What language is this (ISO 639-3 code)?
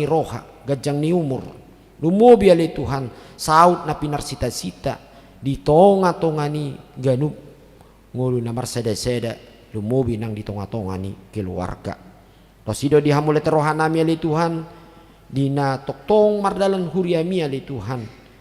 bbc